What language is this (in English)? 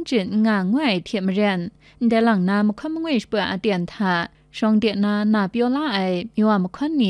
Kachin